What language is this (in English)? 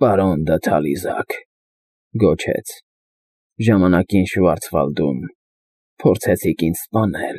Armenian